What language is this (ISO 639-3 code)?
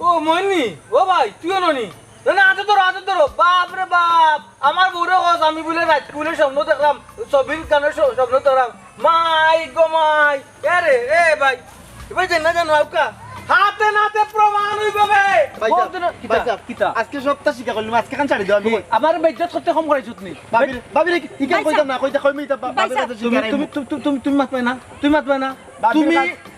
syl